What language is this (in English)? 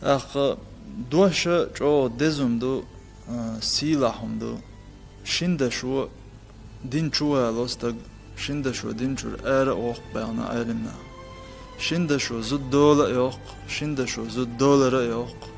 Chechen